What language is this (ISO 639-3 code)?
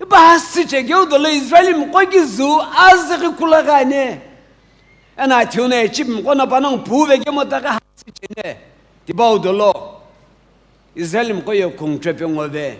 nsm